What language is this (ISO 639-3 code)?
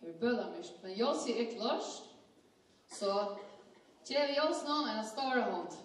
fao